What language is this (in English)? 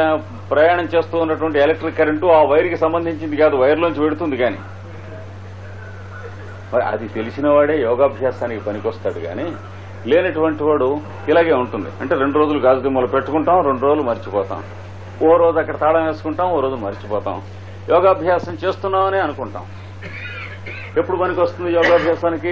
Telugu